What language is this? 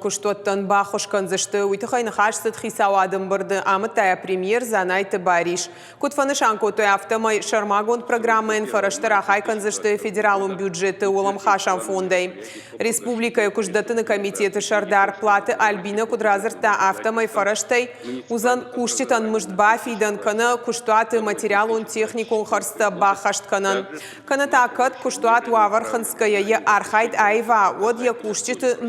Ossetic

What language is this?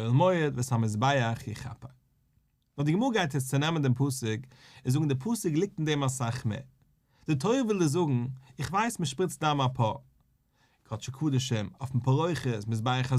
Yiddish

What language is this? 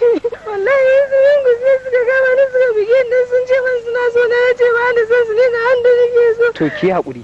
Hausa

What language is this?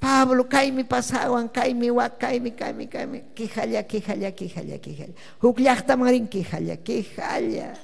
Ayacucho Quechua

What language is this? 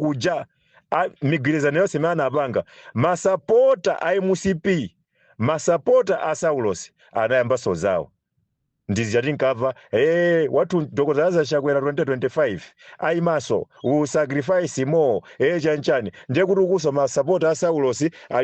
Nyanja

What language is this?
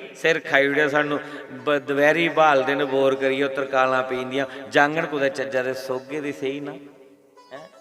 Dogri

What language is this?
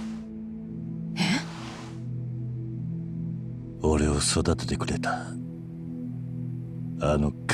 Japanese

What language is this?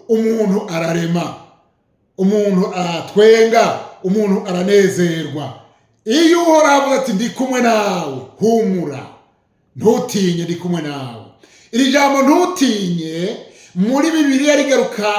Rundi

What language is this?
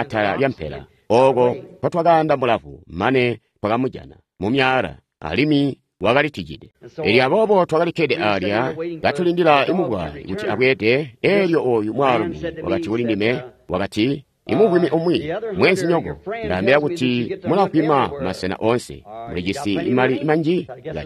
Tonga (Zambia)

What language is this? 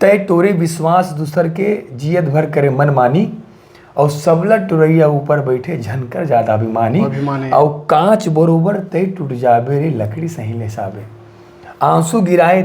Chhattisgarhi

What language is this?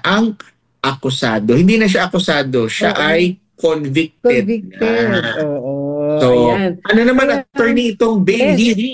Filipino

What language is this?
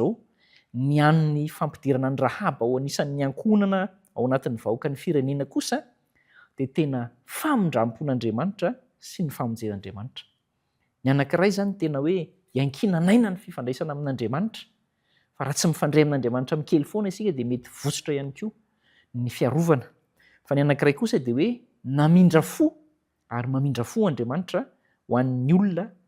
Malagasy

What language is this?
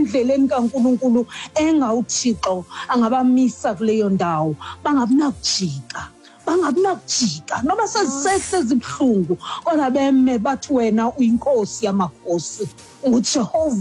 Xhosa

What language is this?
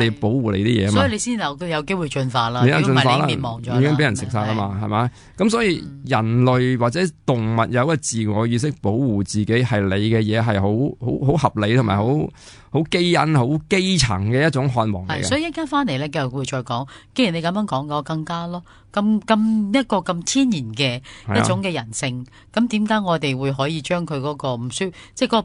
Cantonese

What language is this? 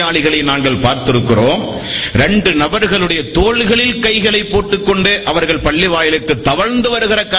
Tamil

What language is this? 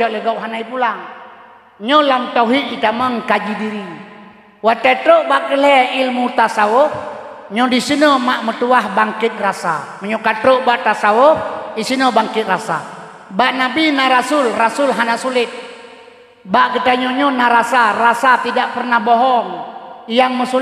Achinese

